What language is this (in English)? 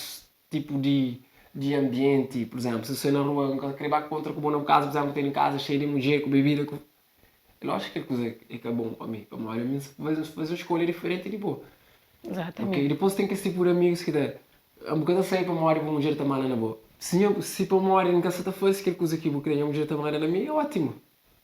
Kabuverdianu